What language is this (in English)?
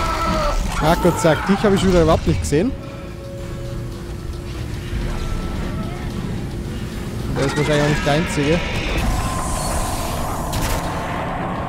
German